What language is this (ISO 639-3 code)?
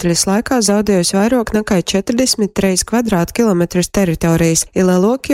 ltg